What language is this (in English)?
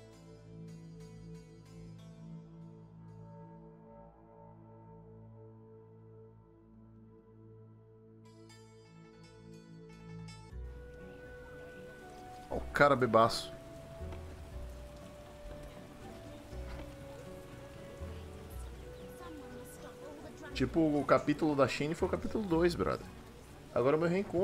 Portuguese